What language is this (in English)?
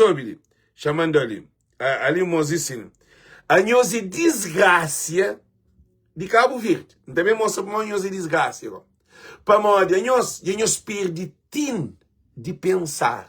Kabuverdianu